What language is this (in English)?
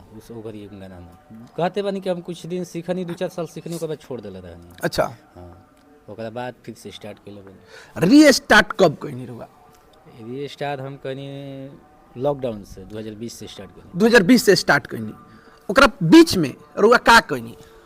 Bhojpuri